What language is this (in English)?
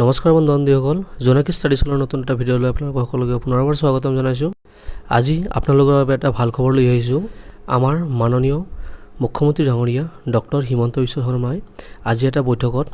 Assamese